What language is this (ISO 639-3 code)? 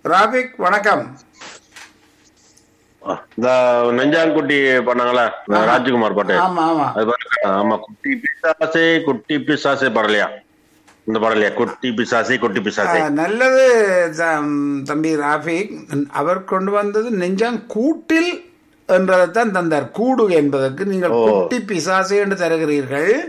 tam